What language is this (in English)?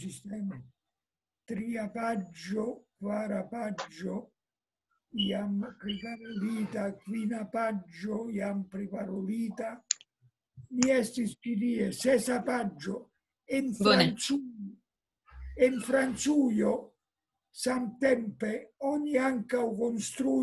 Esperanto